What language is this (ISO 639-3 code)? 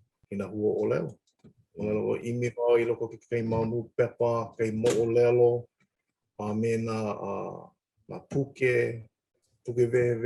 haw